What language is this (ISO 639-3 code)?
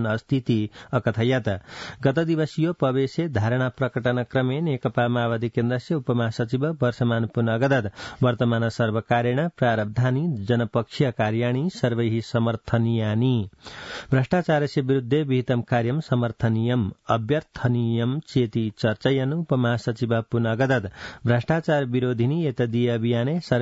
san